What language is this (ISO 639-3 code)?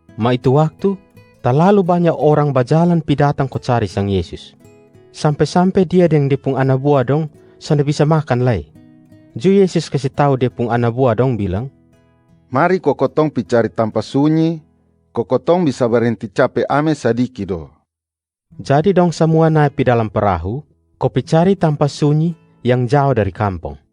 mkn